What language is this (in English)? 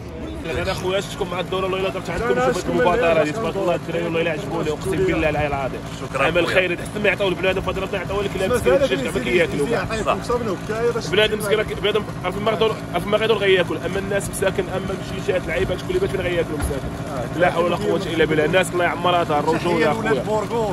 Moroccan Arabic